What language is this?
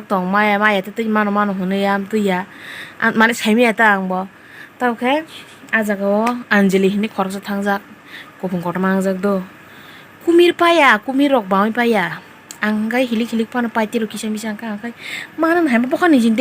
Kok Borok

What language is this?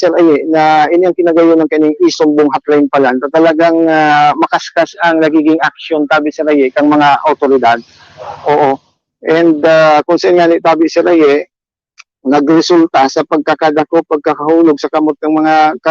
Bikol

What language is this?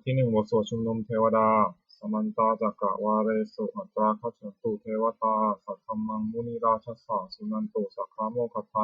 Pali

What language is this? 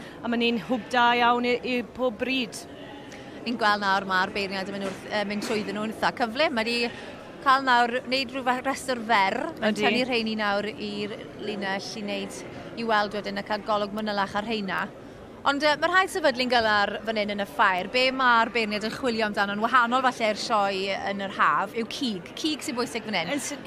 Welsh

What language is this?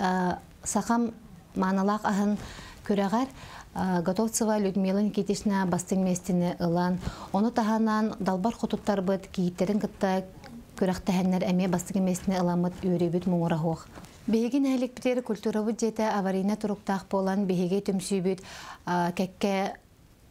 Yakut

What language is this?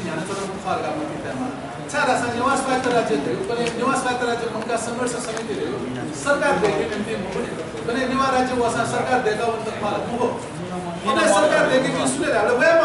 Newari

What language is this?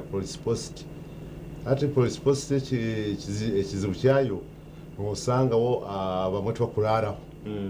Nyankole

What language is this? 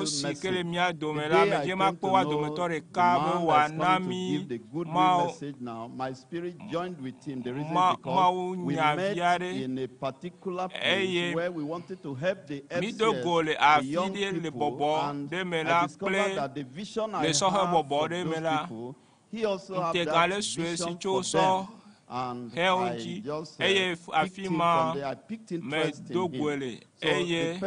Ewe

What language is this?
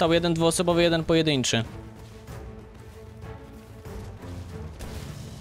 Polish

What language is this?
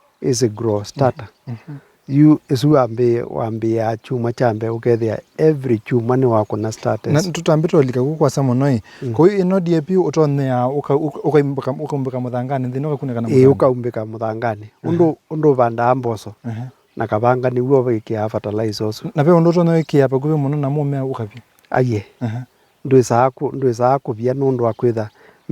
Kamba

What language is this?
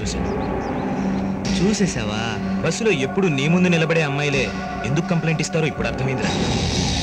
Telugu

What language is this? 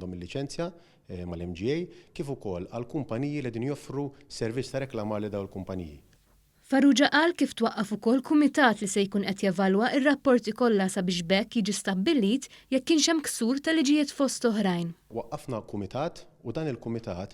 Maltese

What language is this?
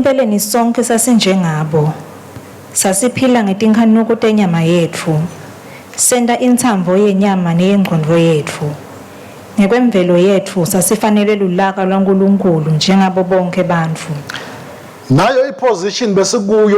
Swati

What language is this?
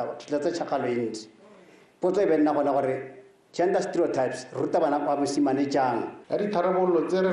Tswana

